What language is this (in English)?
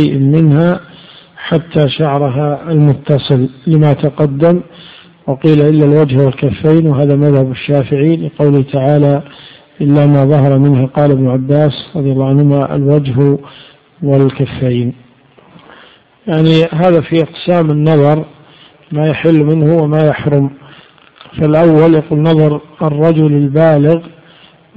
Arabic